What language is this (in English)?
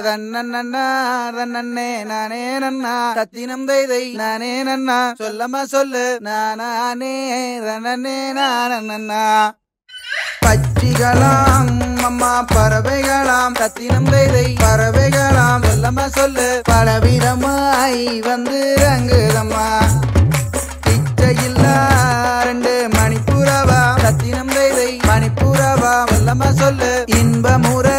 Tamil